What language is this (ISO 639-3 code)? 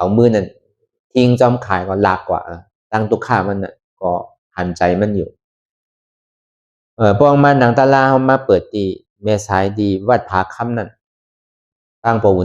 shn